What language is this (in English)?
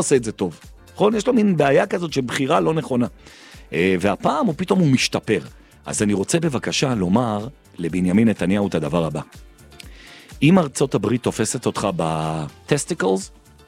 Hebrew